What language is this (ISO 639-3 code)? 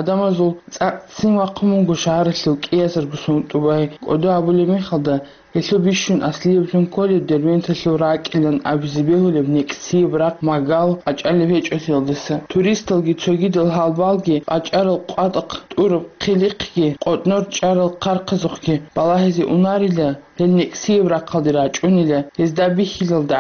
ava